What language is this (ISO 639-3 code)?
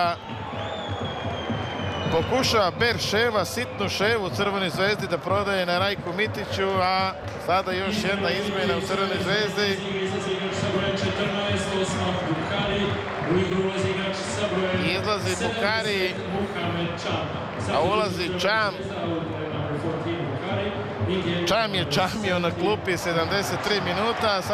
srp